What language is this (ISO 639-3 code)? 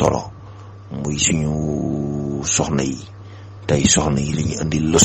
wol